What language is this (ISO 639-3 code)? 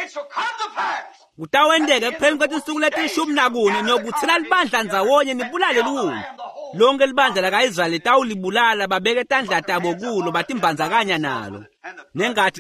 ssw